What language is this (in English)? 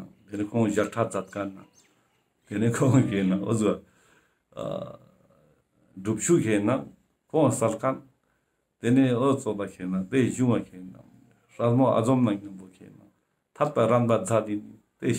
Ladakhi